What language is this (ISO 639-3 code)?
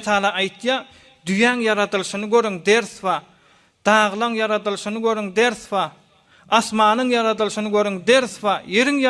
tuk